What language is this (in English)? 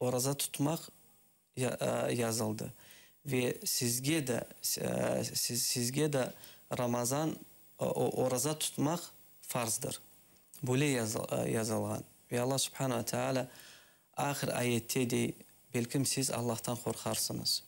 Crimean Tatar